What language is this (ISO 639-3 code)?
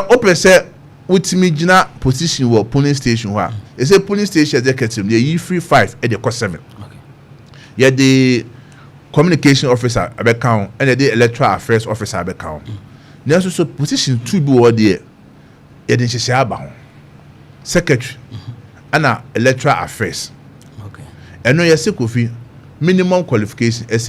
aka